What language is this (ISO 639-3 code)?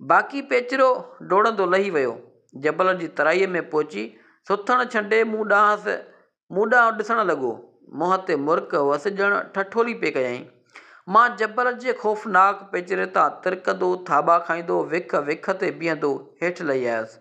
snd